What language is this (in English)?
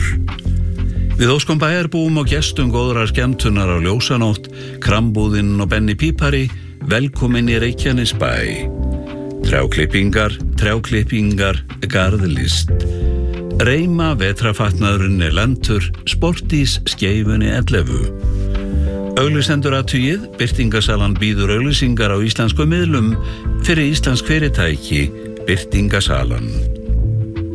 Icelandic